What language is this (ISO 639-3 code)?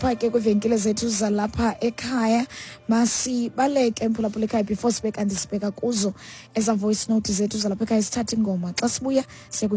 xho